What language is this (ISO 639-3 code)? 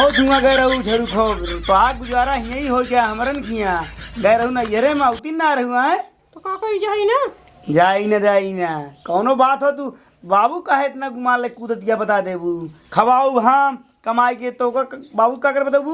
awa